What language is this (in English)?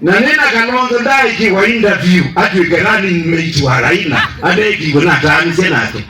Kamba